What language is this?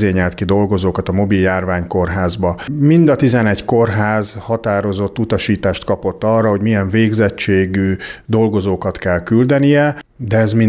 Hungarian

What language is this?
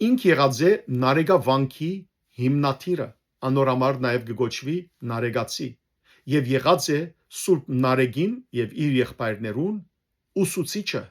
Western Armenian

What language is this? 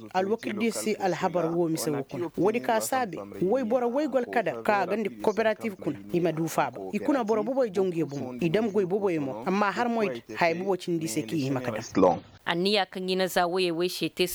Koyraboro Senni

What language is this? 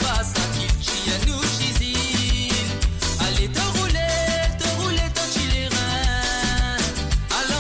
Morisyen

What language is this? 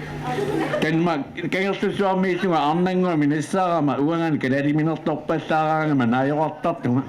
Kalaallisut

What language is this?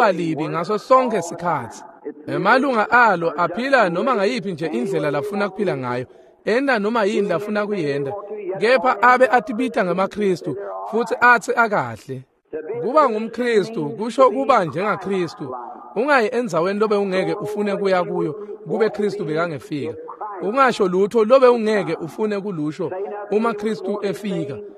Swati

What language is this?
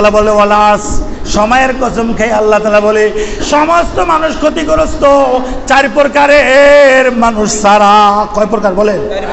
Bangla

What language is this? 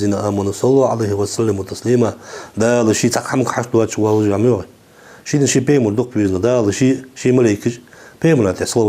Ingush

